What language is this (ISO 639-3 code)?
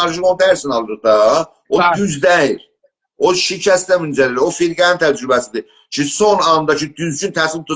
azb